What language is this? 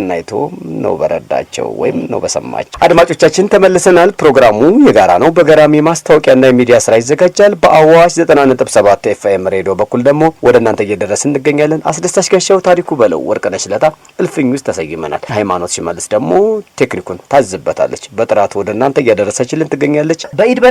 Amharic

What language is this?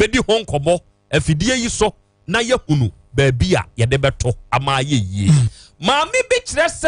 Akan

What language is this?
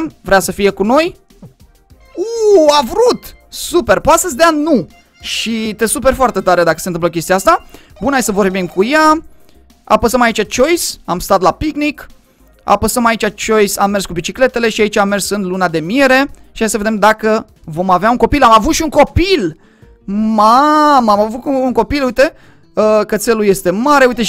Romanian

